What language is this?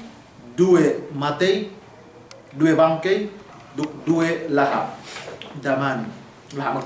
Yakan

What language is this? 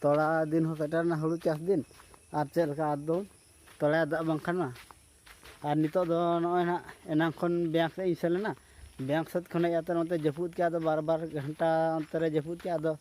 Santali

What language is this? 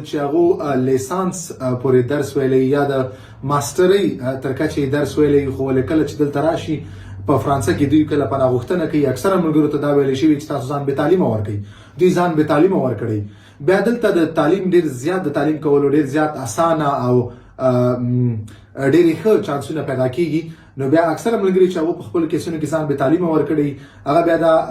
Pashto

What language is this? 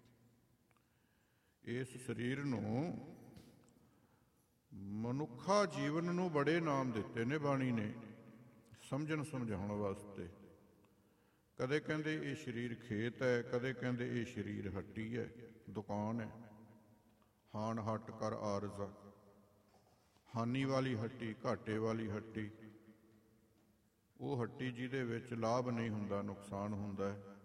Punjabi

